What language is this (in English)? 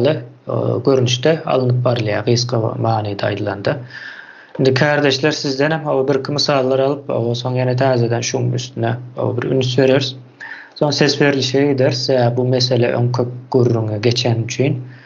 Turkmen